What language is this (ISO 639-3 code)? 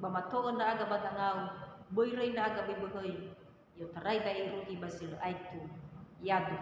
nia